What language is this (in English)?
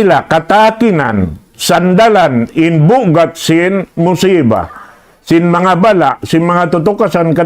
Tausug